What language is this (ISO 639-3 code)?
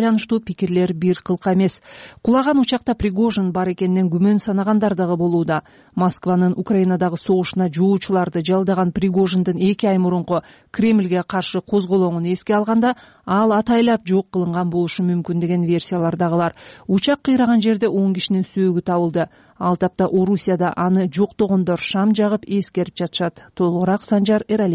kir